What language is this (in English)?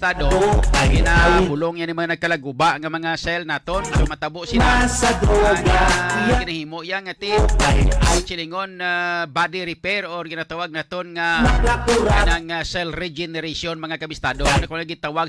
Hiligaynon